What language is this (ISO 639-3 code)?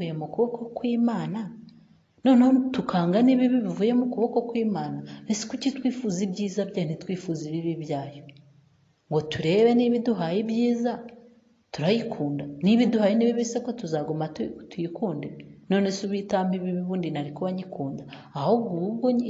kin